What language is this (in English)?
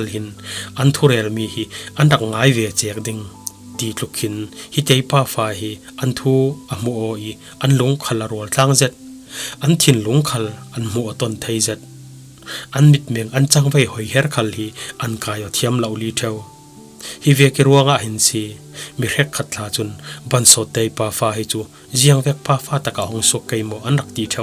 Falam Chin